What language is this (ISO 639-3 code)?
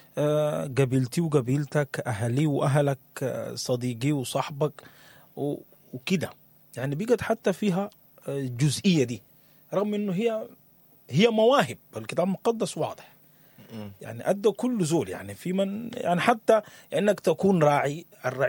apd